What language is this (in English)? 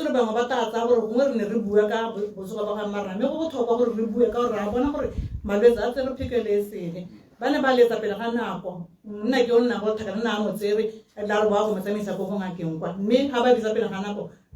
Tswana